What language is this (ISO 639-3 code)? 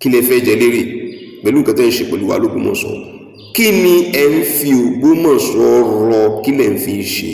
yor